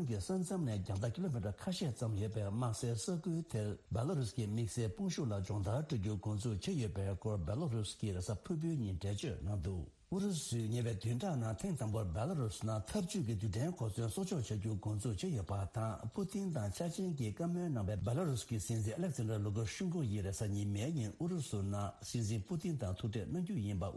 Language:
Tibetan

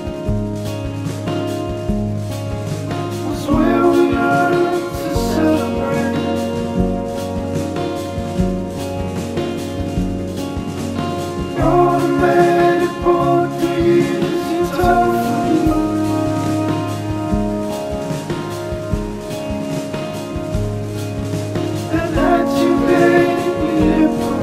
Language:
English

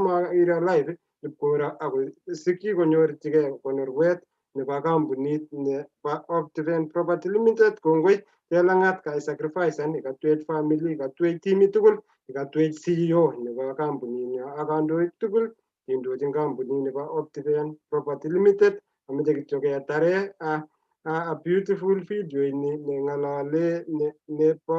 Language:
Kalenjin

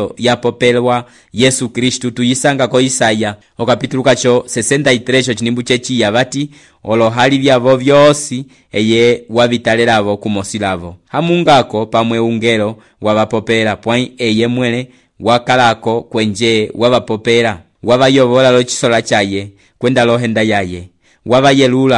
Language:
Umbundu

